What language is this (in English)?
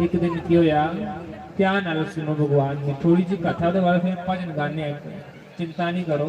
Dogri